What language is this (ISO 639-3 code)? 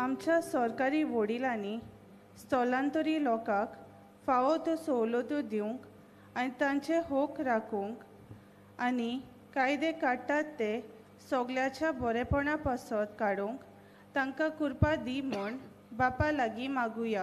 kok